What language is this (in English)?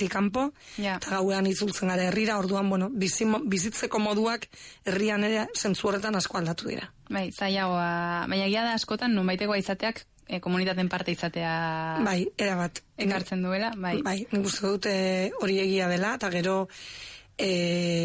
Basque